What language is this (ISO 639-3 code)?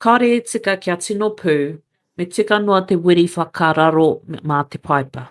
mri